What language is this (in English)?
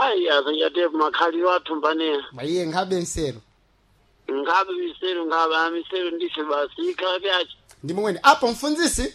Sena